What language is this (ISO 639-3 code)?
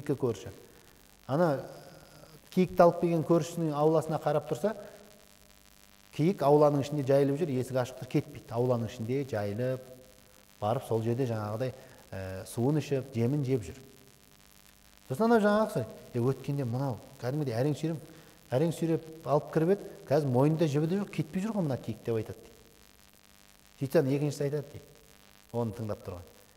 kaz